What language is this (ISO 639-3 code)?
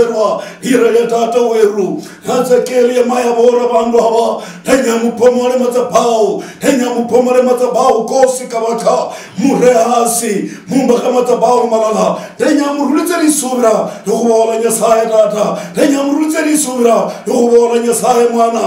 luy